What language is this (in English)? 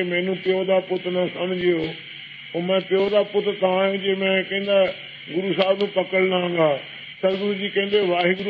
Punjabi